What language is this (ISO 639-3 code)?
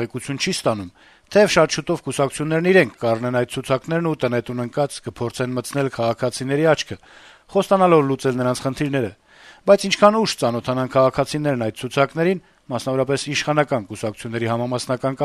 hye